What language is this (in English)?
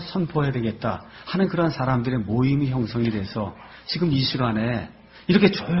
Korean